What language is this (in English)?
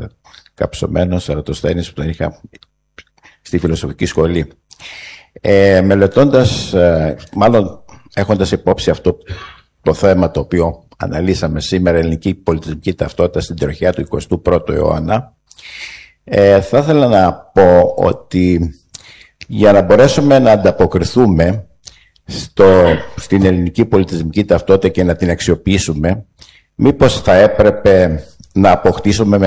Greek